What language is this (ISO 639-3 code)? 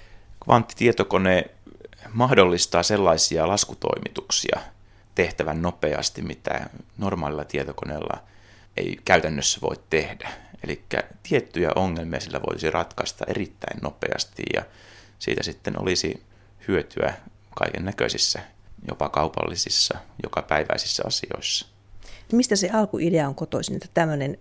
fin